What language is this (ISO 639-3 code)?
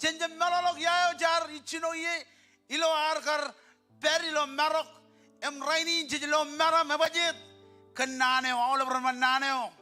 mah